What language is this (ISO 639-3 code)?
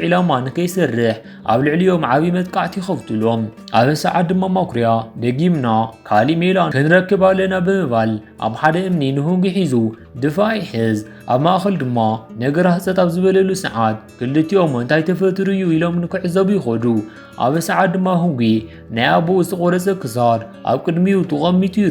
tir